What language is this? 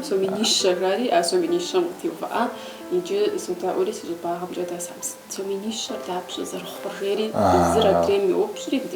Kabardian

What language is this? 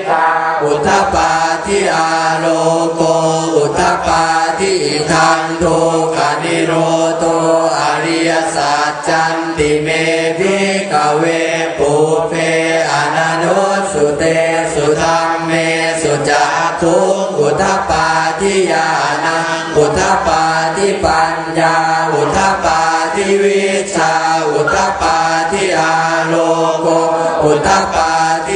Pali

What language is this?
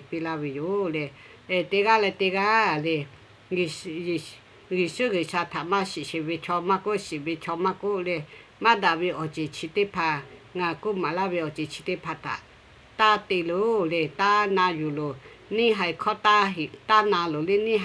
Lahu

